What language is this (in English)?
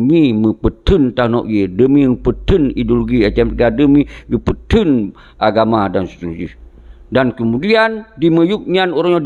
Achinese